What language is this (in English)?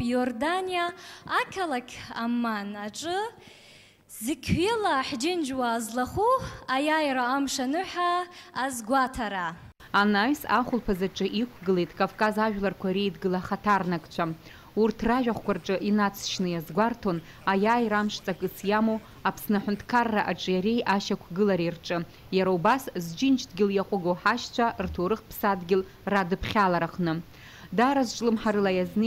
Abkhazian